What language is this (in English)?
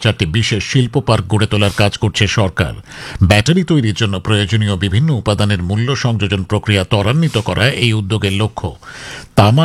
Bangla